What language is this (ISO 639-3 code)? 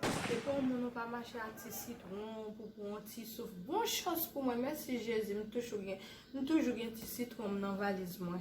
hat